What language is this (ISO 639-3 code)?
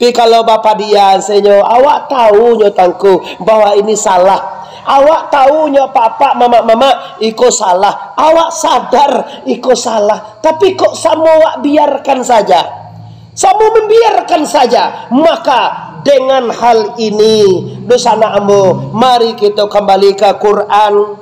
min